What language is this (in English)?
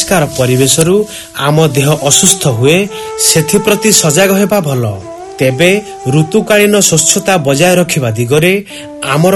Odia